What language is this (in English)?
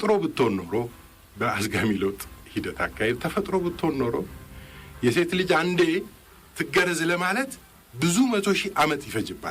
Amharic